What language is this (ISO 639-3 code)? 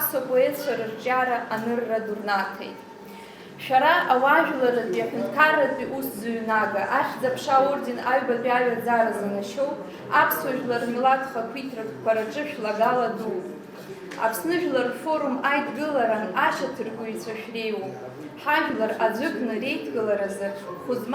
abk